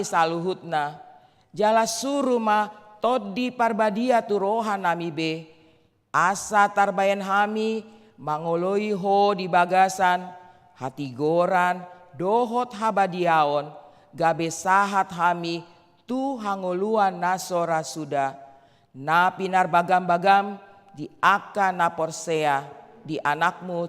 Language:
Batak Toba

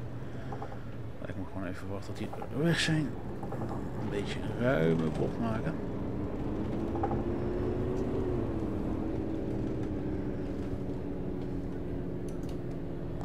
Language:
Dutch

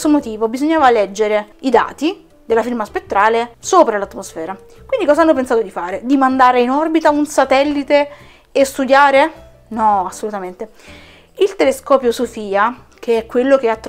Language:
Italian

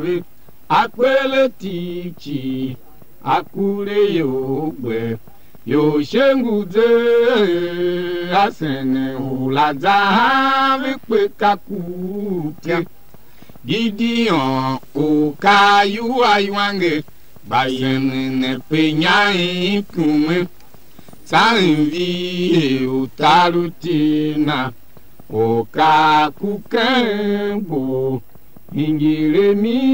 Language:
Tiv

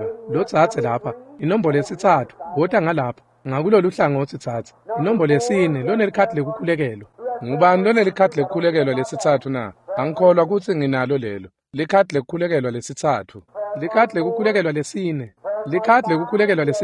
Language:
Swati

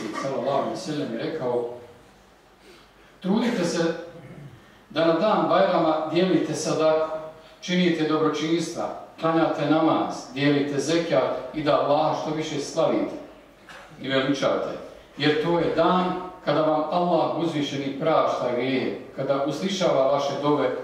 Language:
Bosnian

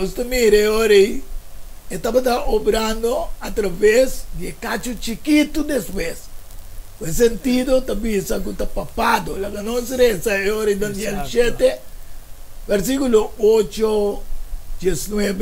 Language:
Papiamento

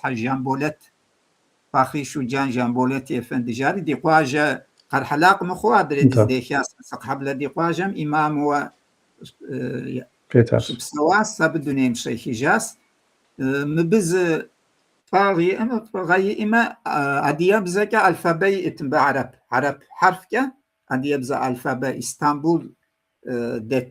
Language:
Kabardian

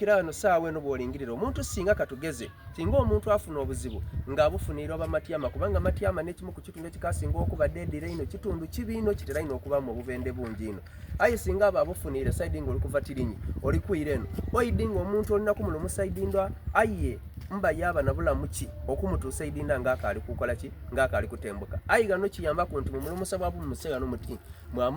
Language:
Soga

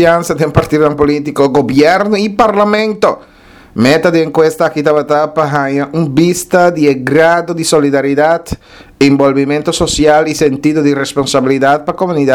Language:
Papiamento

